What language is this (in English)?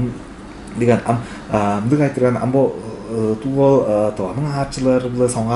Tuvinian